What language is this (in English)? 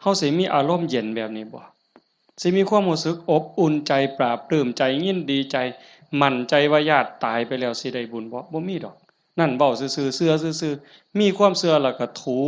Northeastern Thai